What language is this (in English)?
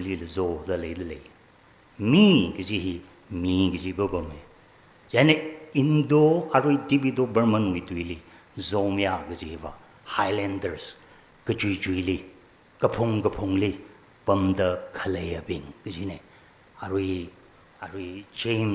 Tangkhul Naga (India)